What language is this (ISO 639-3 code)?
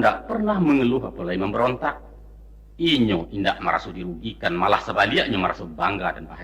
min